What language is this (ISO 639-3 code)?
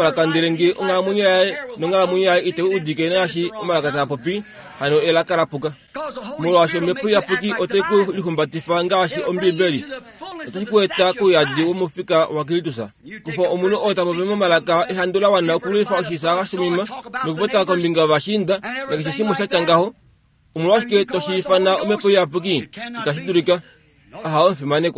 kua